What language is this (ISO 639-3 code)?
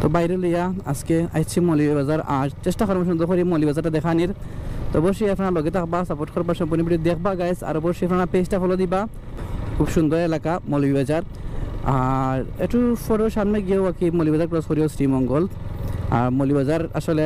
syl